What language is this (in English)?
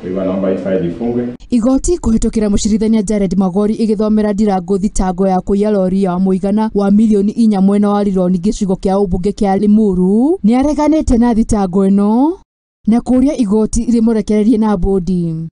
Kikuyu